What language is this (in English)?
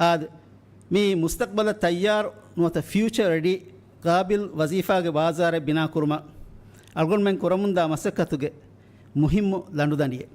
Divehi